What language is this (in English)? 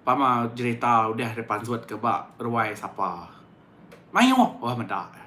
Iban